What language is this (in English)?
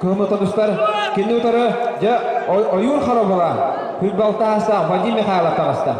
Yakut